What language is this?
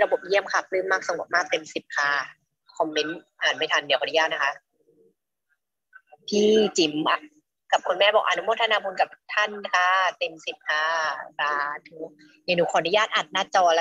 Thai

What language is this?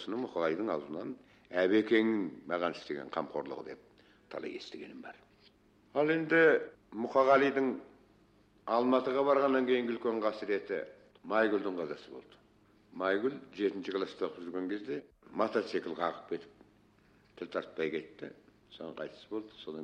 Kazakh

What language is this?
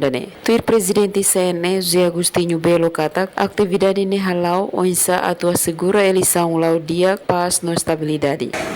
Tetum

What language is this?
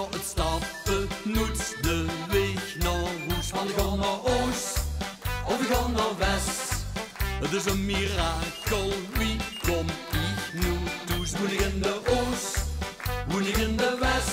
Limburgish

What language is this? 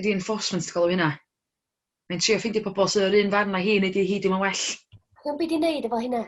Welsh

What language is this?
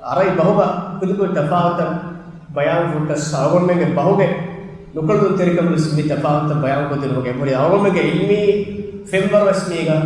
Divehi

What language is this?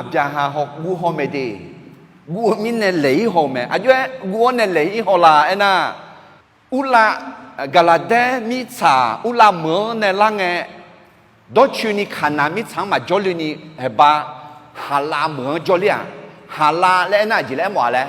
Akha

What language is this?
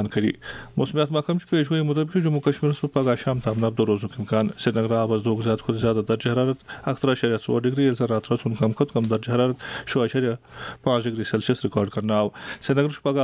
Kashmiri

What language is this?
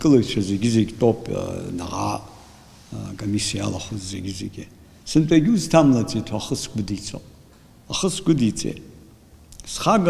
Abkhazian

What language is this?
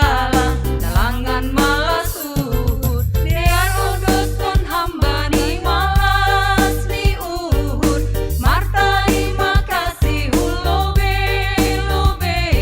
Batak Simalungun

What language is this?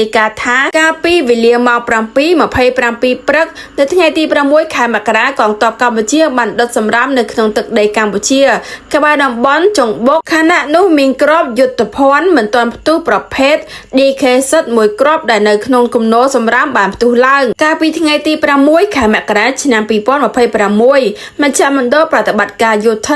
Khmer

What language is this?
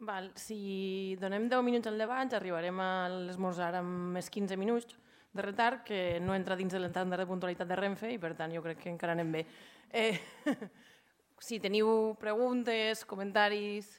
Catalan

